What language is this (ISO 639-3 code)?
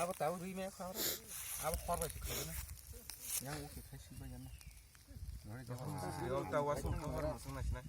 trp